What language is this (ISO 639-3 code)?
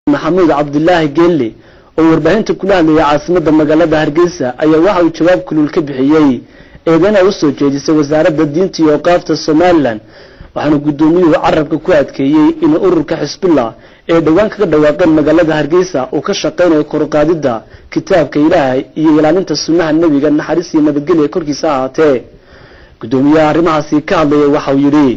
som